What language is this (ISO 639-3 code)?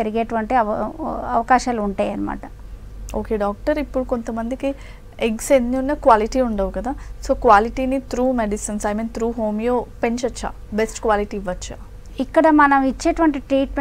tel